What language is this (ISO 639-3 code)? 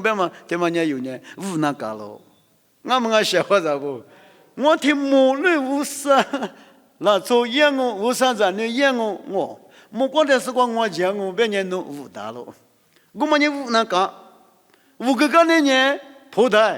lis